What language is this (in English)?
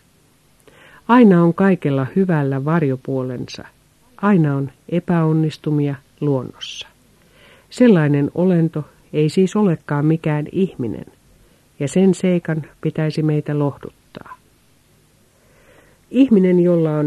Finnish